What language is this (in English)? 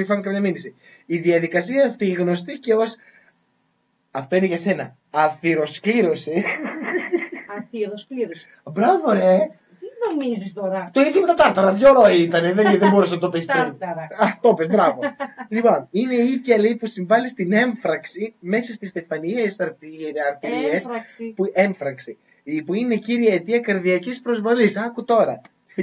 Greek